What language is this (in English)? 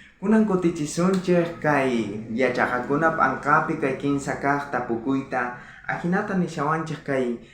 South Bolivian Quechua